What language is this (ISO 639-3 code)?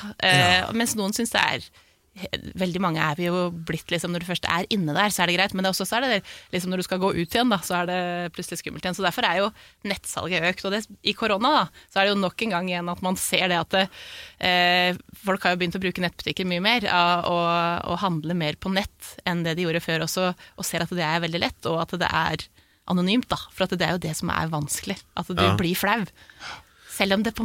nor